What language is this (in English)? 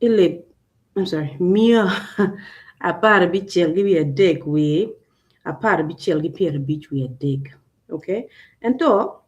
Acoli